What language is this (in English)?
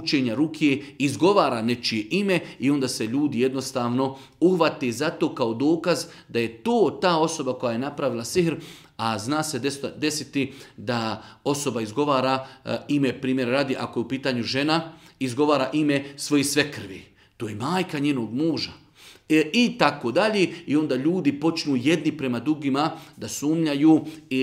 Bosnian